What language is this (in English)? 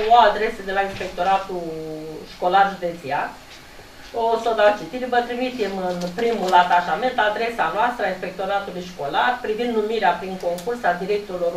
Romanian